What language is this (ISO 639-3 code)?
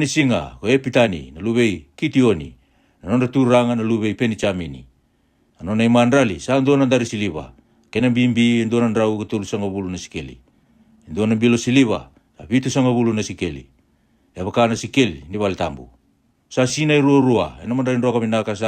fij